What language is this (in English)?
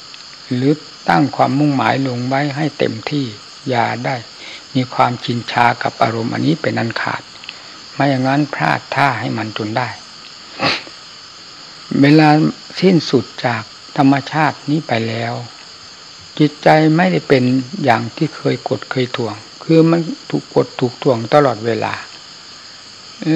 Thai